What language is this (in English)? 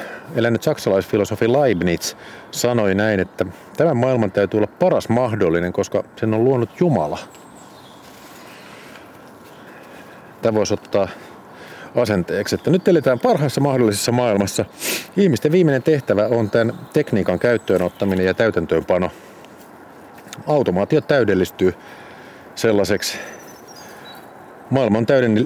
Finnish